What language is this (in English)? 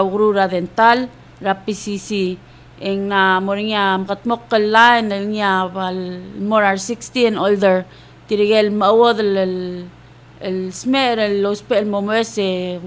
Palauan